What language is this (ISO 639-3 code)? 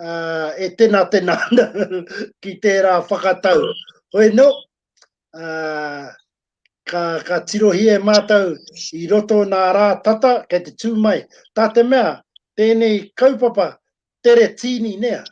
mri